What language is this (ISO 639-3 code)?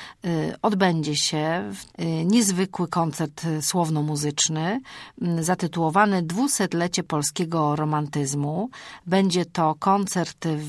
pol